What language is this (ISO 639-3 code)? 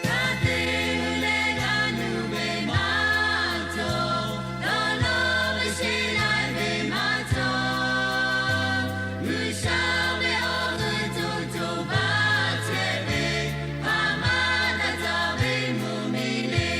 lhu